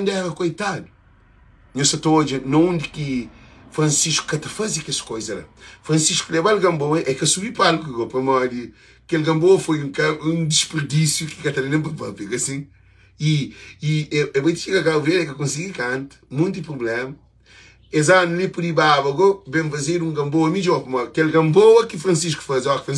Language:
Kabuverdianu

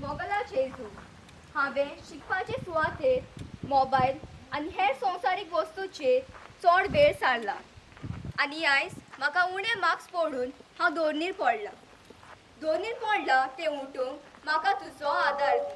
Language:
Konkani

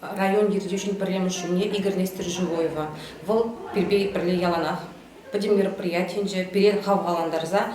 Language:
Chuvash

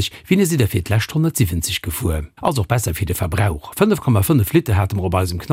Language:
Luxembourgish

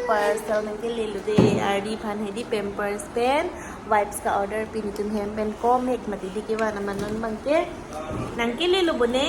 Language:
Karbi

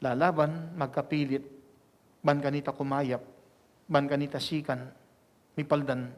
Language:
Pampanga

